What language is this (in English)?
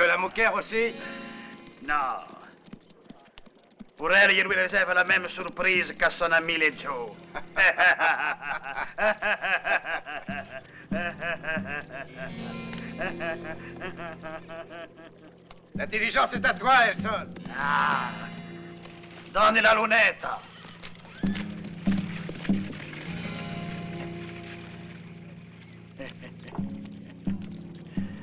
French